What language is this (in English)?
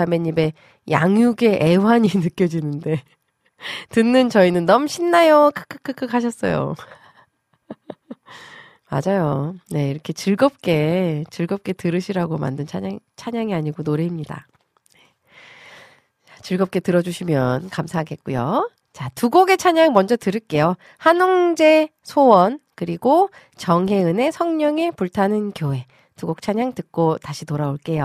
Korean